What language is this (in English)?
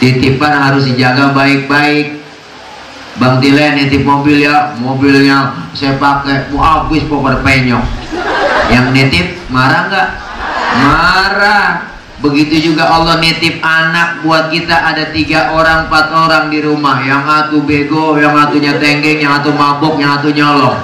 Betawi